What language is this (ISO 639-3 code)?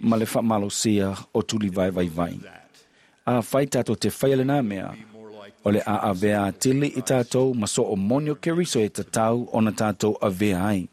smo